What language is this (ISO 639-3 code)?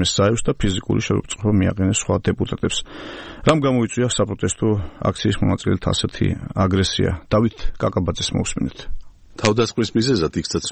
kat